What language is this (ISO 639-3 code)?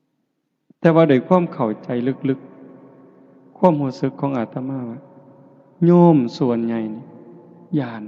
tts